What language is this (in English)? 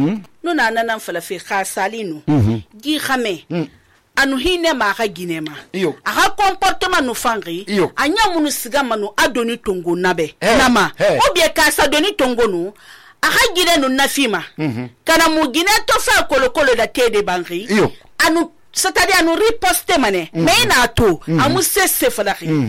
Susu